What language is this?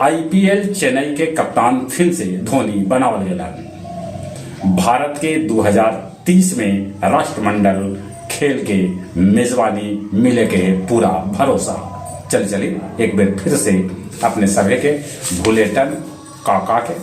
Magahi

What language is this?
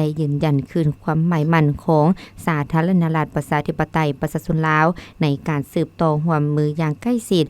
Lao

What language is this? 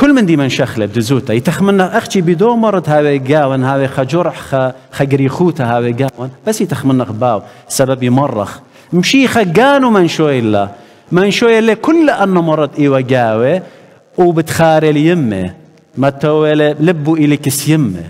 Assyrian Neo-Aramaic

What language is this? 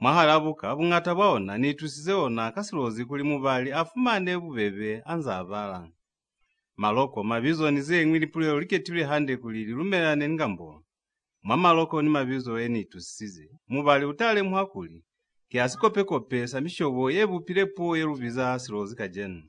Lozi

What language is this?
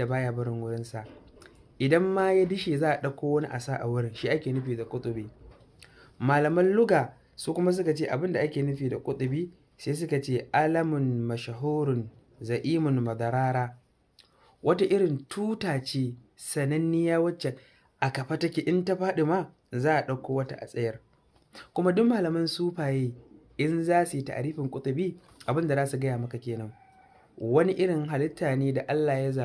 Hausa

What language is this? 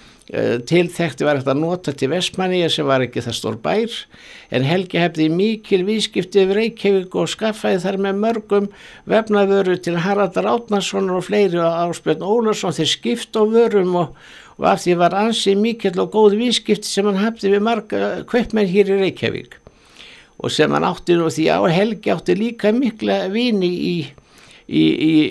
Icelandic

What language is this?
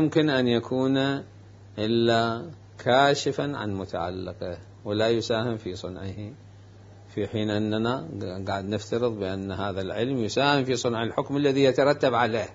Mesopotamian Arabic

